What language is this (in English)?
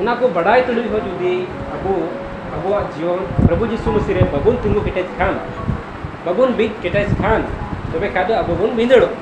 Santali